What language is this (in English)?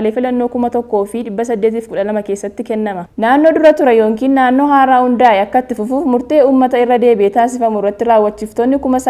Oromo